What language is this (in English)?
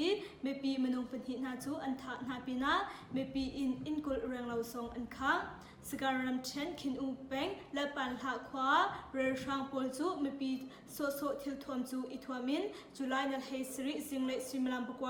Hakha Chin